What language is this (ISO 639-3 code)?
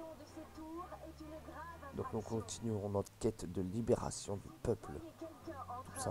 fra